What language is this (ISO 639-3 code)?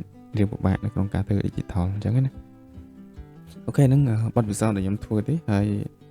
khm